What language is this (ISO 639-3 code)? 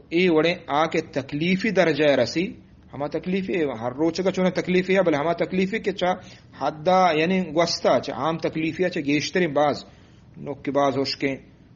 bgp